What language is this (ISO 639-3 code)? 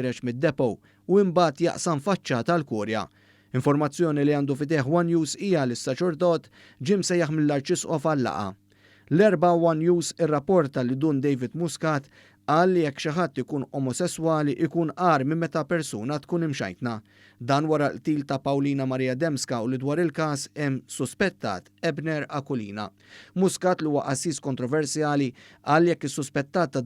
mlt